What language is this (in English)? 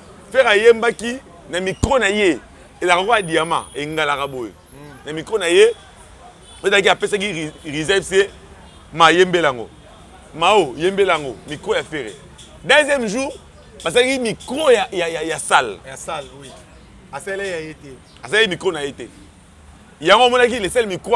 Lingala